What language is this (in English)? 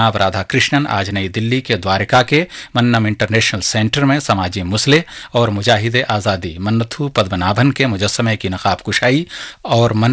Urdu